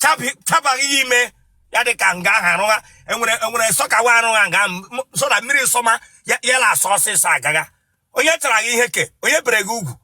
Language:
Igbo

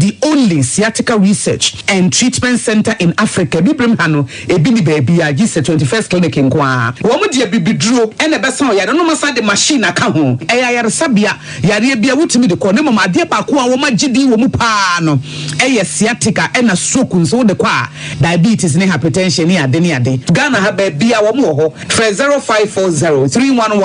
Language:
Akan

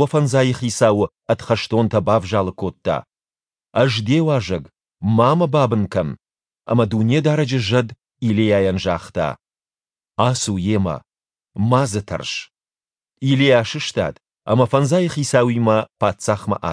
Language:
Ossetic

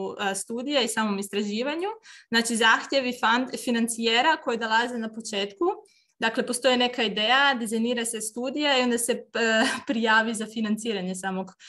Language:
Croatian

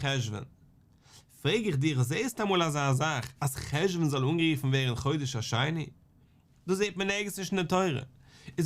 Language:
Yiddish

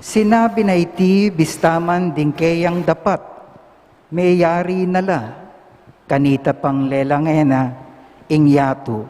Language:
Pampanga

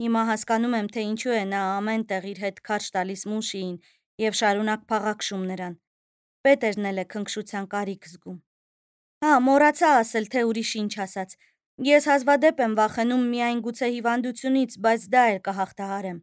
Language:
Armenian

